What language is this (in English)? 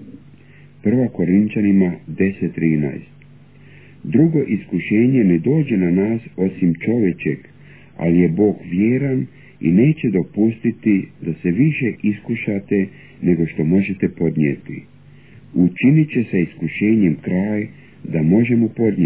Croatian